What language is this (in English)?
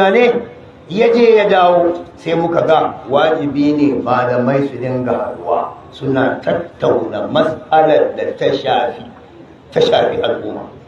Hausa